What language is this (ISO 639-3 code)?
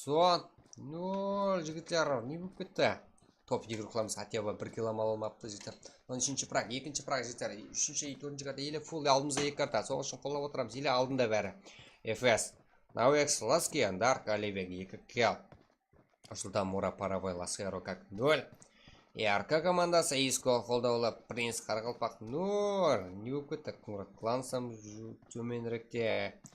kaa